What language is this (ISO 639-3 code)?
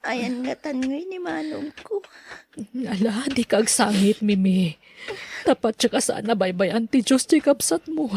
ilo